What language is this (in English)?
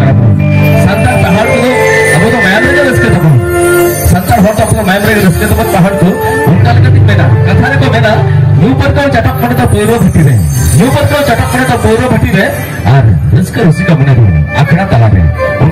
Santali